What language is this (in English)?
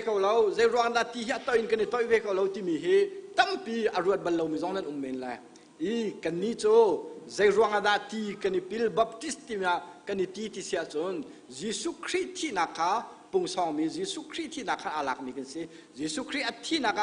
Hakha Chin